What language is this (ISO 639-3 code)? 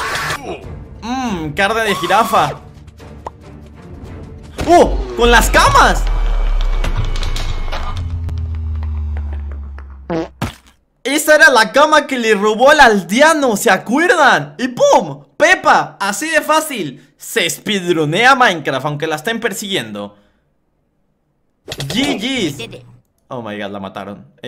spa